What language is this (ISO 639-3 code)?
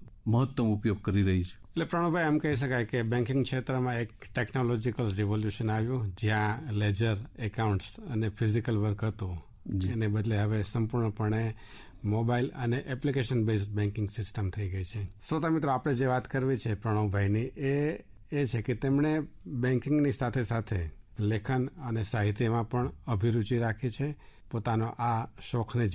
guj